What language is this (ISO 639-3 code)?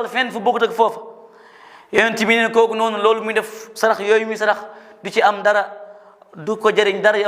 wol